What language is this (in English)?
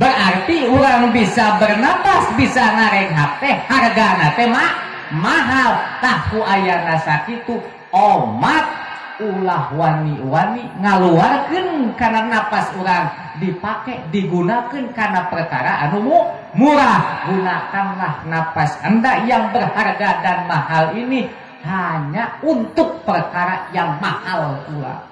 Sundanese